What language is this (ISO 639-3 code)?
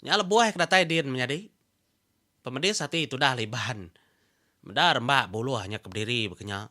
iba